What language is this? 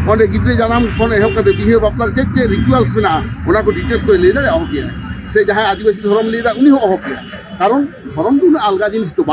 Santali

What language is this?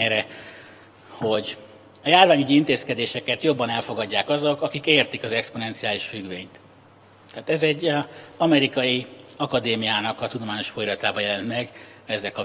Hungarian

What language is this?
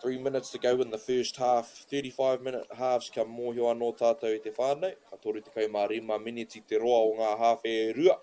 Māori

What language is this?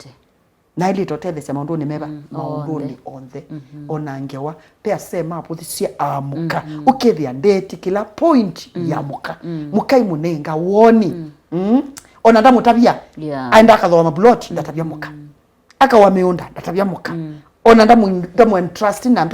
Kamba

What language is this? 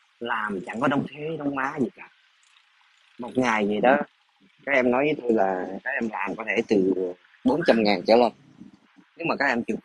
Vietnamese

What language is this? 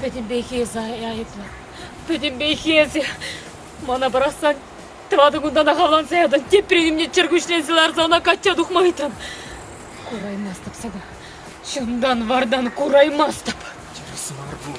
Chuvash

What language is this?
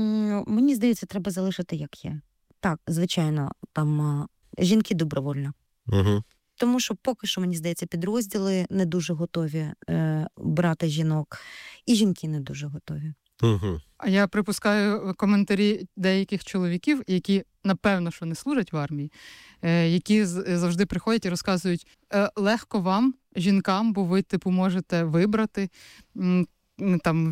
Ukrainian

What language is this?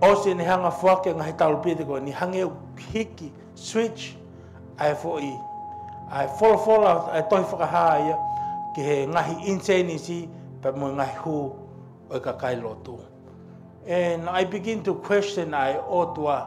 Tongan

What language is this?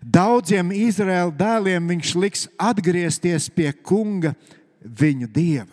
Latvian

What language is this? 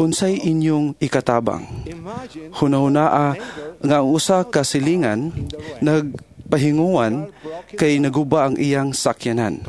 Cebuano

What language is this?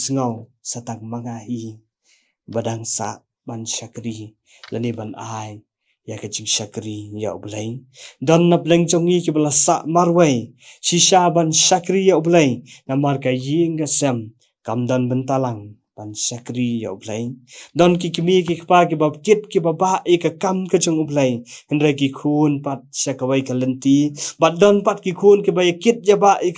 Khasi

